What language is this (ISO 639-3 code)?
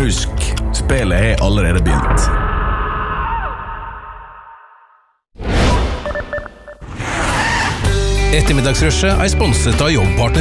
nor